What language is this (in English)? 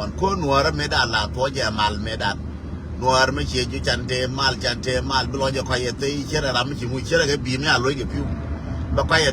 Nuer